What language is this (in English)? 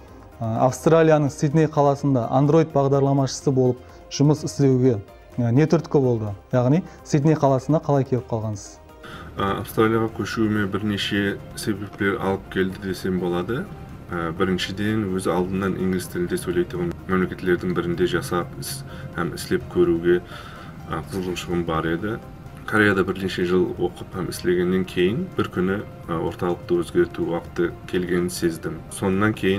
Kara-Kalpak